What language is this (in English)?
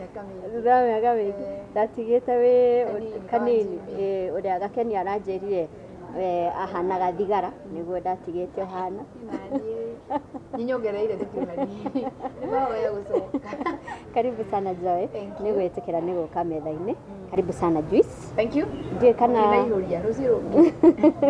Kikuyu